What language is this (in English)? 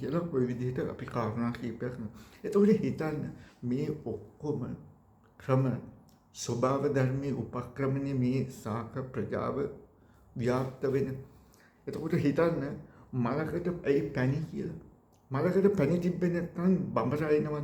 Sinhala